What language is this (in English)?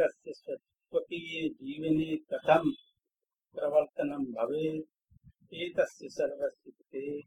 Sanskrit